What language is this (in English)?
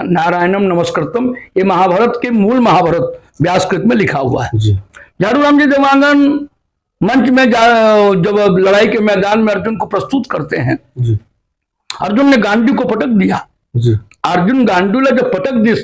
Chhattisgarhi